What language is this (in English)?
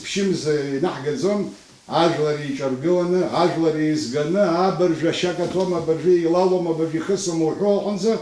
Abkhazian